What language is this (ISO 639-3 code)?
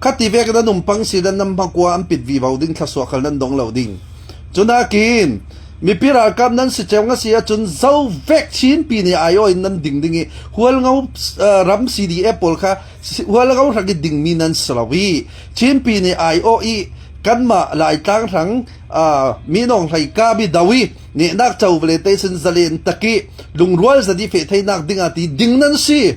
cfm